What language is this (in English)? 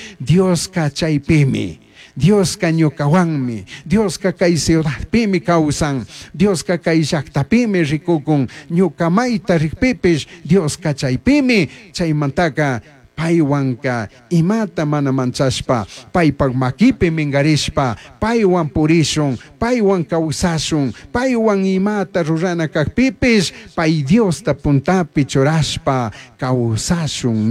Chimborazo Highland Quichua